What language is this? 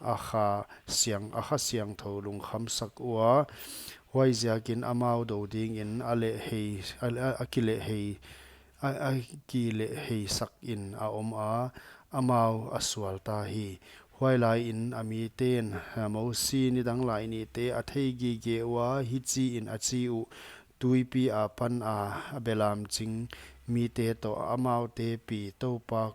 Paite Chin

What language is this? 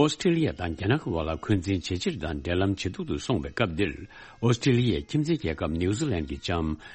Tibetan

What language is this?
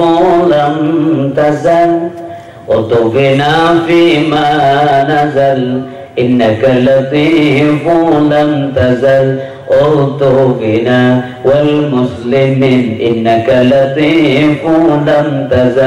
Achinese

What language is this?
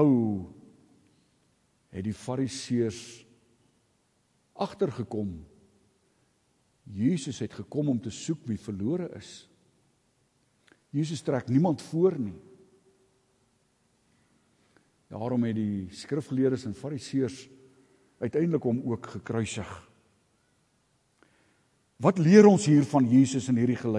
Afrikaans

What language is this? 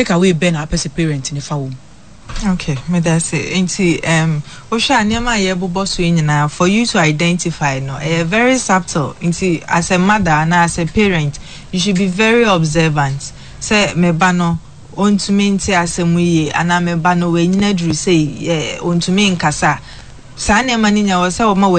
Akan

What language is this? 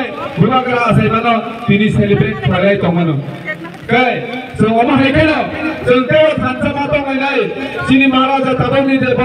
Kok Borok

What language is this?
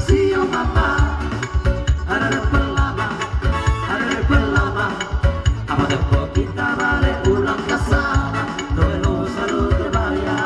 Batak Toba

